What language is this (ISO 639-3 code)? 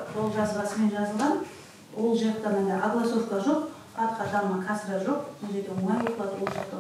kaz